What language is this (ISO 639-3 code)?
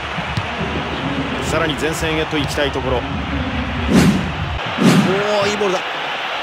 jpn